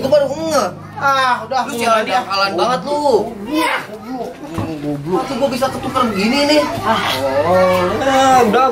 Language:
Betawi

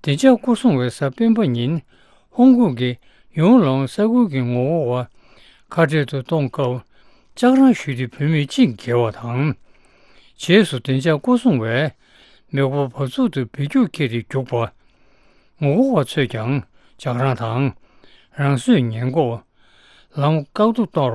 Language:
Tibetan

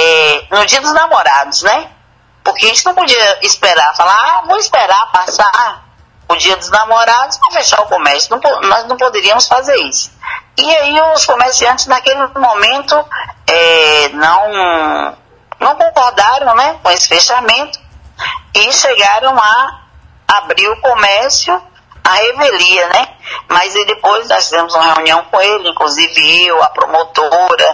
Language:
Portuguese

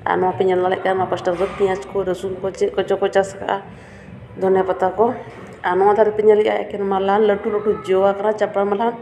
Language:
Santali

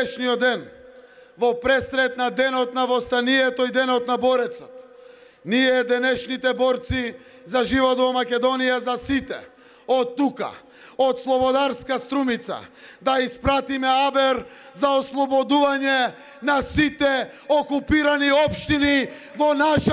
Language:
Macedonian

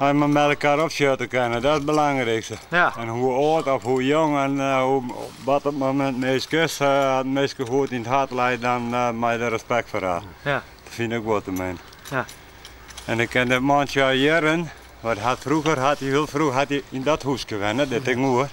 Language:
Western Frisian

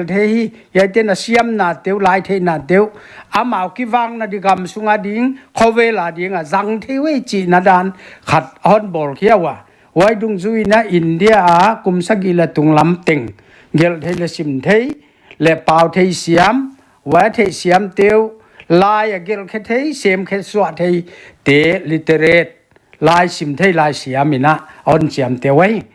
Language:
Paite Chin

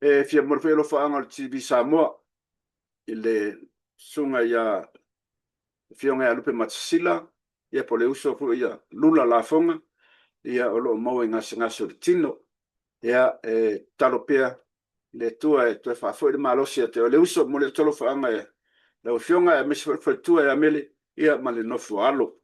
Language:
Samoan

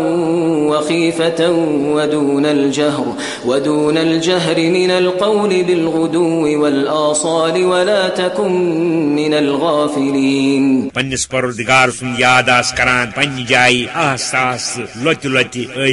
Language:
Kashmiri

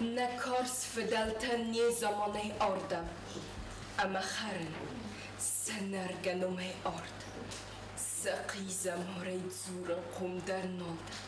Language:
Ossetic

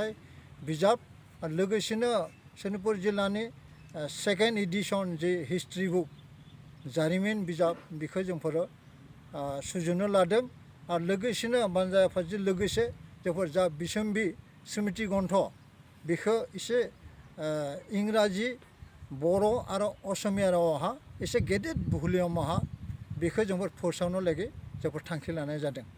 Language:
Bodo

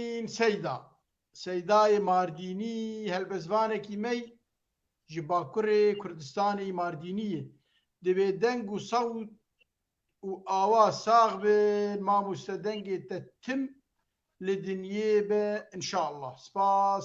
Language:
Kurdish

